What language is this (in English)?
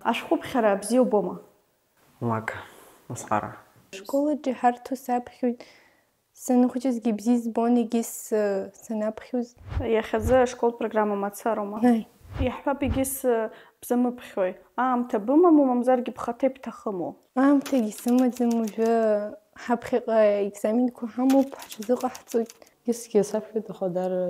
Abkhazian